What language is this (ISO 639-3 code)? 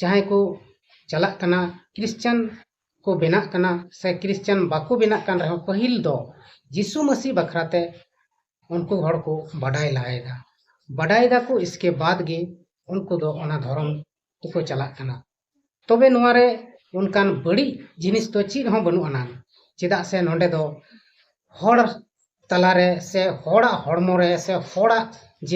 sat